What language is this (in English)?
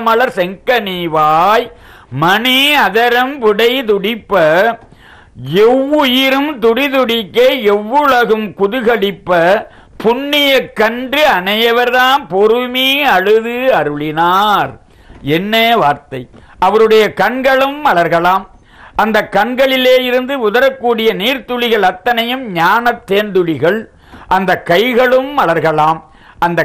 Tamil